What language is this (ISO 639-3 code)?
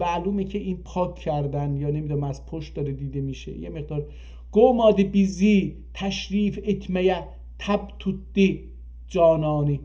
azb